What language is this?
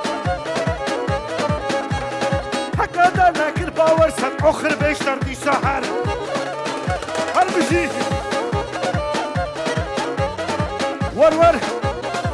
Kurdish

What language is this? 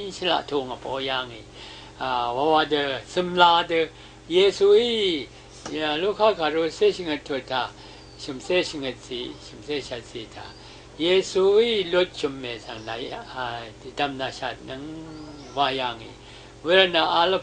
Rawang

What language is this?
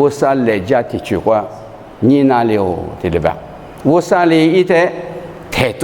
Lisu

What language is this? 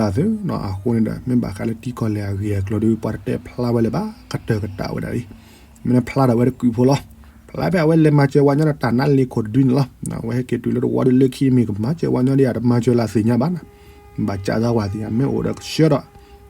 S'gaw Karen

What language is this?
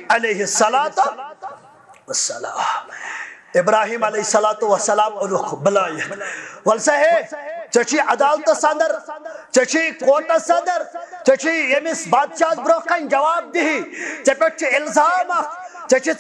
Kashmiri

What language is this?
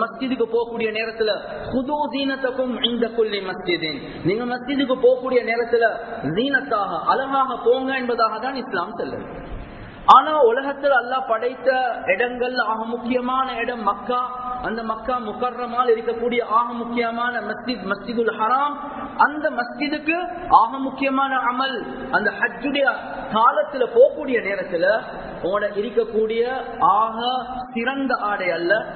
Tamil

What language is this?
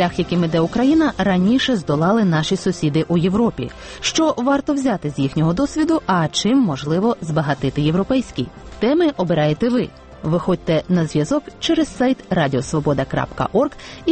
Ukrainian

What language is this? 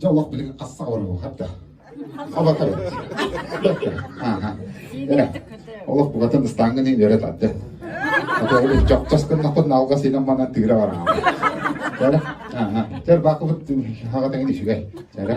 Yakut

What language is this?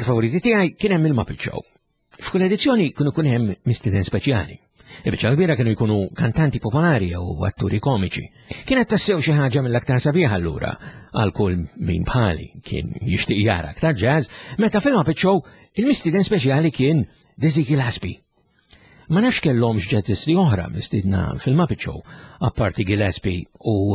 Maltese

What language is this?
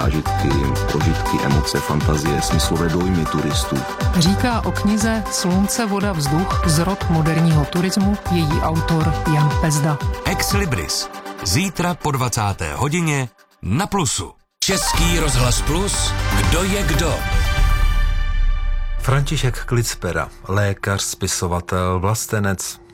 Czech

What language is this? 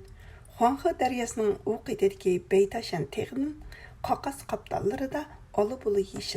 Uyghur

